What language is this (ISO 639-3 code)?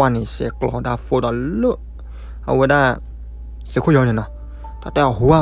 ksw